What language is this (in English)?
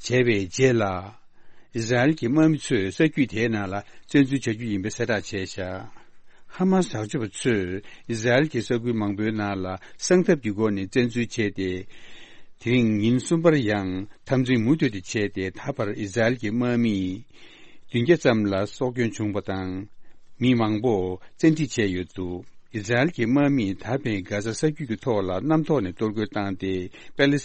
Tibetan